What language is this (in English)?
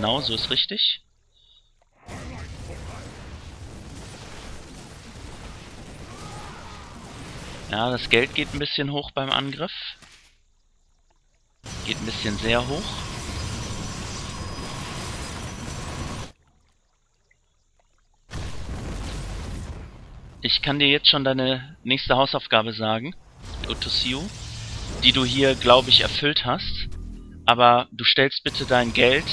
German